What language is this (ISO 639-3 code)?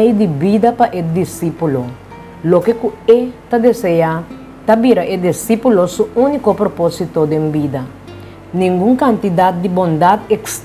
pap